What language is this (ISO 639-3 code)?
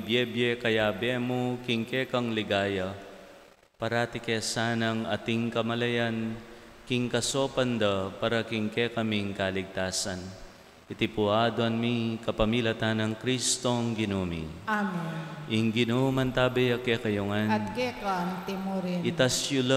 pam